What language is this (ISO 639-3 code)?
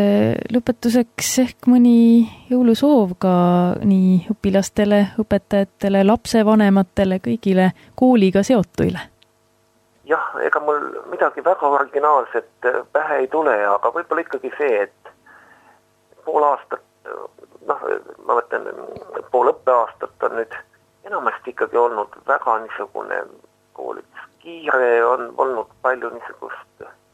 est